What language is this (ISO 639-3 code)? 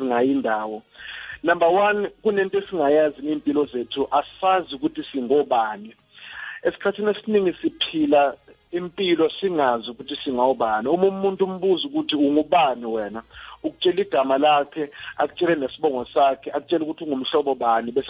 nbl